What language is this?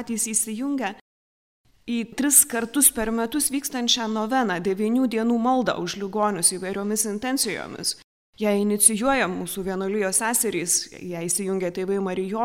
Lithuanian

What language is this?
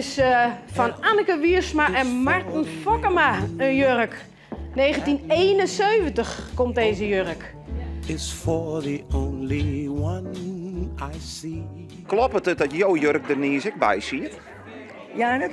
Western Frisian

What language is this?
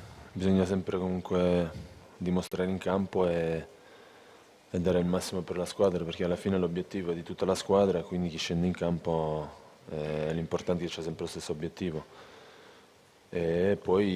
Italian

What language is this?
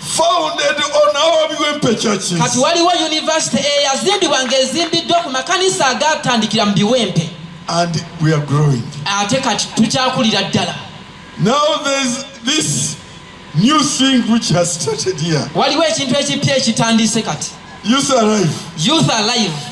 Ganda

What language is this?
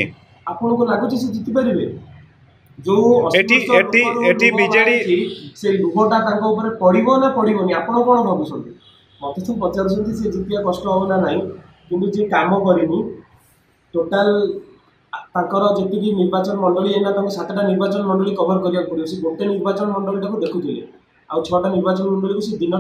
Odia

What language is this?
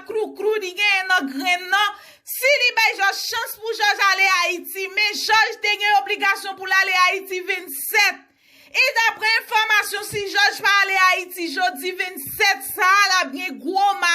Haitian Creole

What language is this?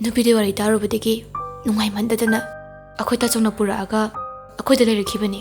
Manipuri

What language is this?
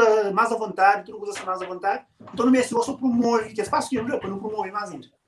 Kabuverdianu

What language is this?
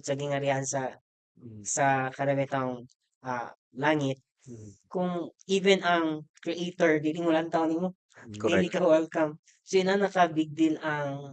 Cebuano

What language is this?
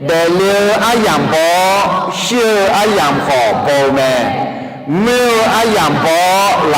Akha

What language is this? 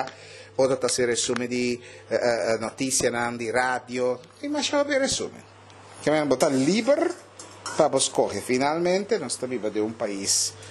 Papiamento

